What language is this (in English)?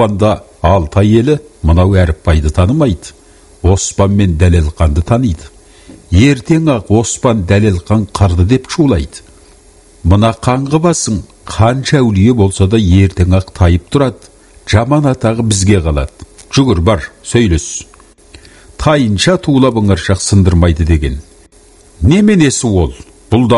Kazakh